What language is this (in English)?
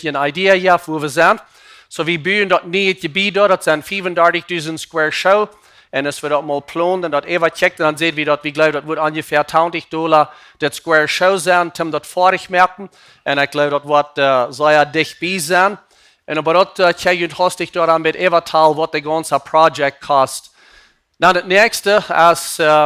Plautdietsch